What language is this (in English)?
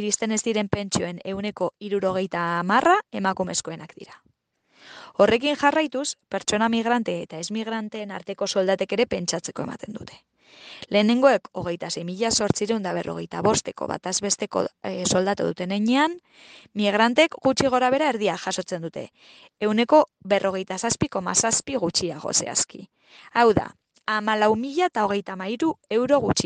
Basque